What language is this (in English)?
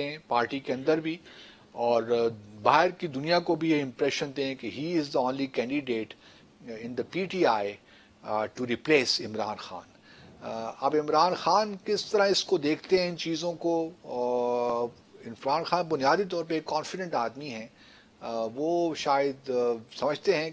Urdu